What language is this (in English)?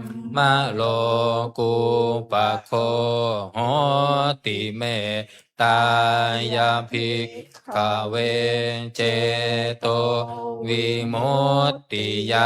Pali